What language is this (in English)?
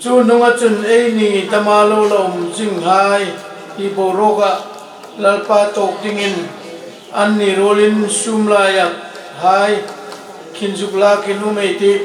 Hmar